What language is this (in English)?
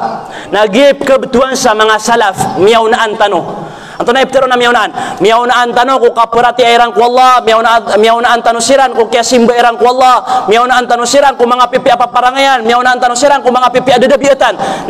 Maranao